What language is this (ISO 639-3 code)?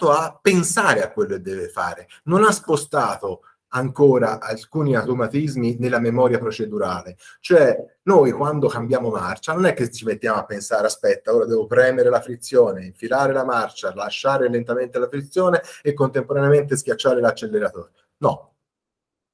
ita